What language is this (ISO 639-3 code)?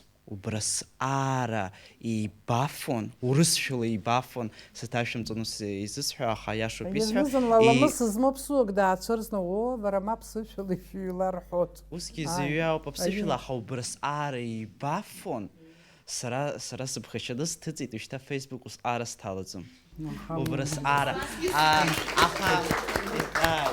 abk